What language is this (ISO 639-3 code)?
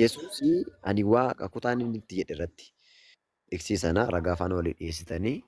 orm